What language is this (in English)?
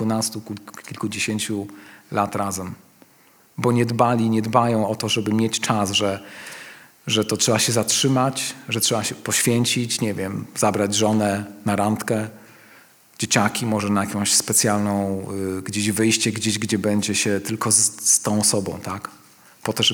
Polish